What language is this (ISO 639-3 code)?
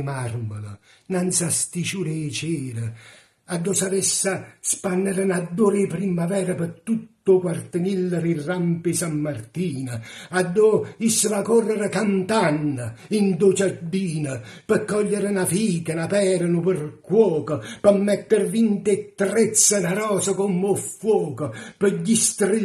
nap